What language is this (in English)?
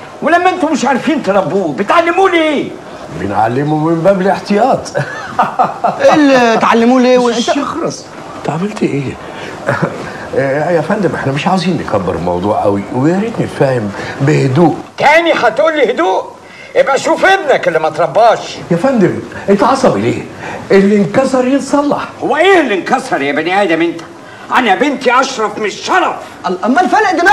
Egyptian Arabic